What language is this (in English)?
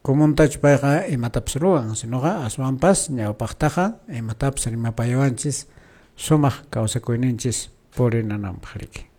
Quechua